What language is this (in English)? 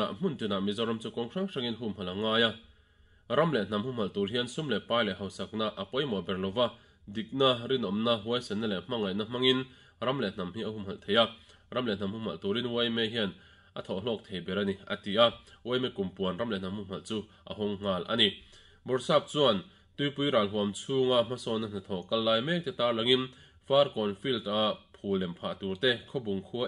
Mizo